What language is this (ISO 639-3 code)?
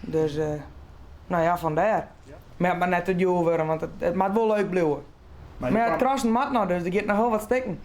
fry